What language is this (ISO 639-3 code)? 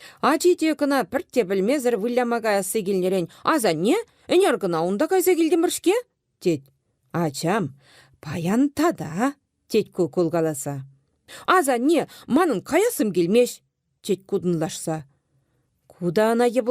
chv